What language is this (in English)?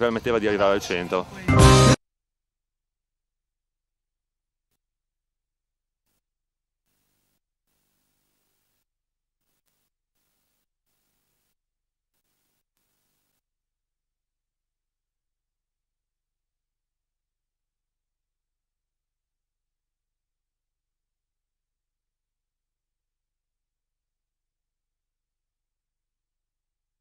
Italian